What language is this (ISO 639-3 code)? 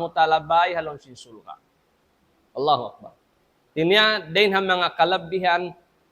tsg